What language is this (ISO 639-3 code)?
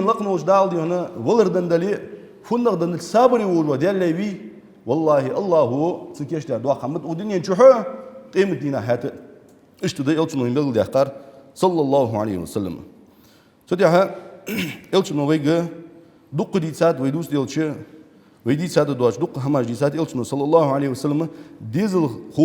inh